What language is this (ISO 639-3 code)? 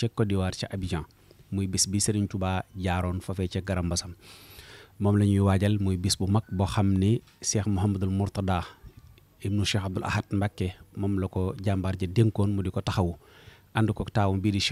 wol